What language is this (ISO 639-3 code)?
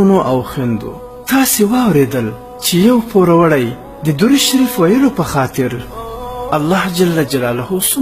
pus